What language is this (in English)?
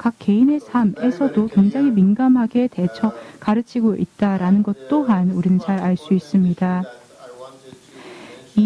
Korean